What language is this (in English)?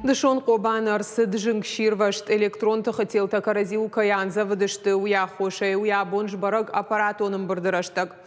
Ossetic